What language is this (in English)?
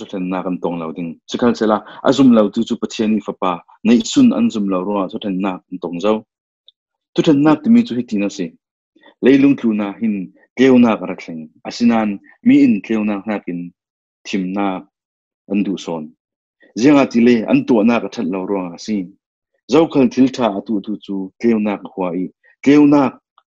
Falam Chin